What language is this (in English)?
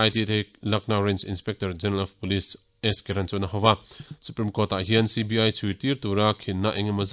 Mizo